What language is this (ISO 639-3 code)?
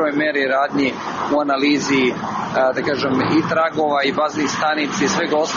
srp